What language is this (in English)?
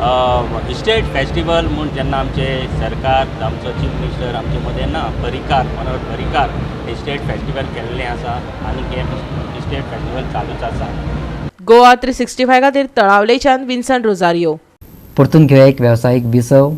Konkani